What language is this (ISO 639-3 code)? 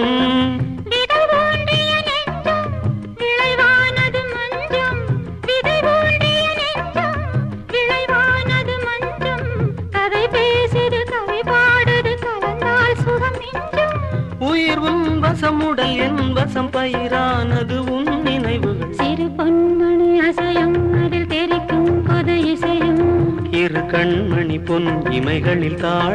tam